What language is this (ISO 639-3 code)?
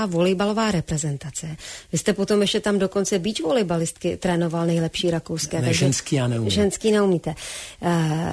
ces